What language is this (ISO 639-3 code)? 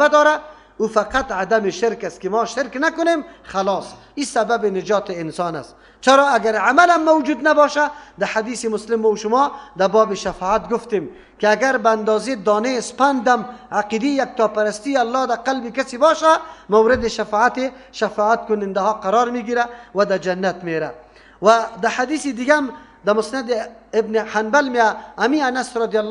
fas